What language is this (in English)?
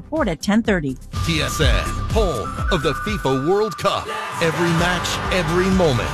English